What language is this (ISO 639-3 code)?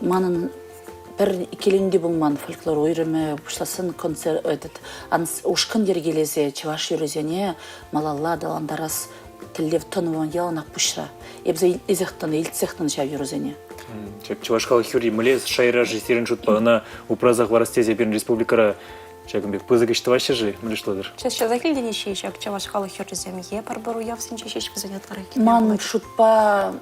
chv